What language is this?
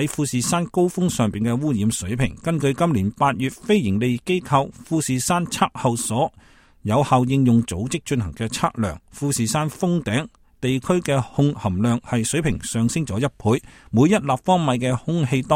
Cantonese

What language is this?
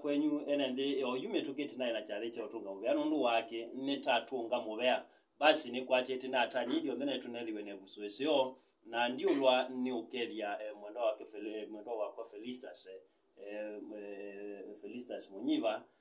Kamba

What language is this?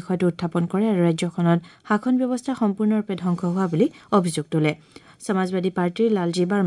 Assamese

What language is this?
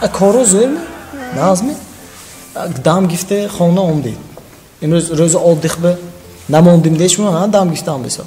Tajik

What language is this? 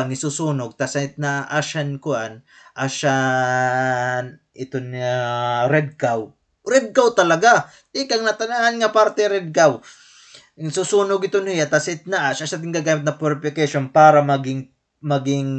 Waray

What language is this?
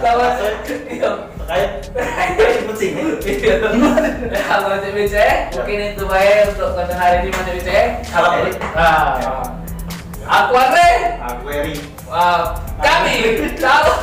Musi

